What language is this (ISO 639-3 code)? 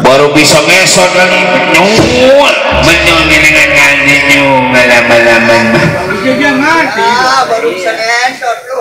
bew